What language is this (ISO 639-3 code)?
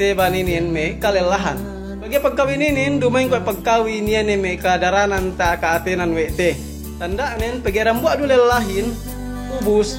yka